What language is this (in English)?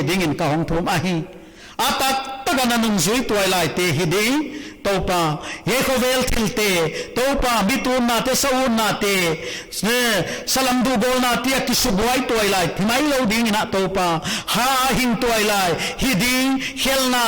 Paite Chin